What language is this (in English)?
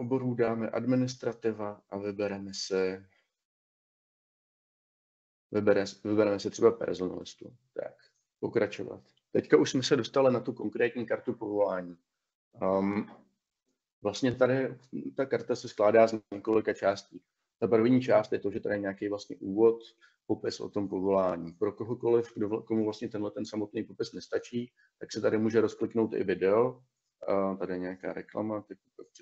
Czech